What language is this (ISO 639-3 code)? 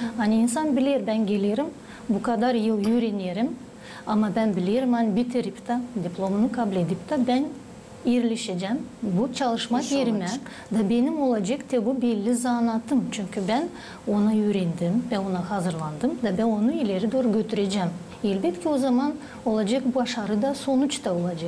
gag